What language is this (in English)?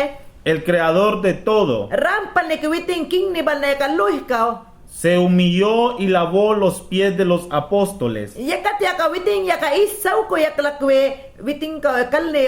Mayangna